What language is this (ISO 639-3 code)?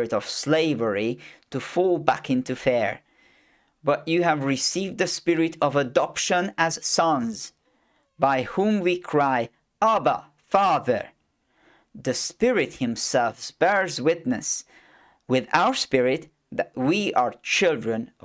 eng